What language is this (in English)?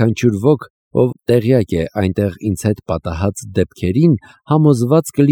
Armenian